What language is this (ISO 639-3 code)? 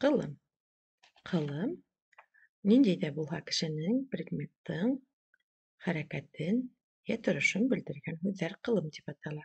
bak